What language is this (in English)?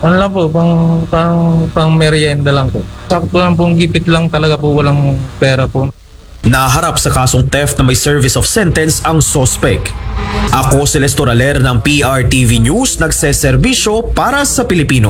Filipino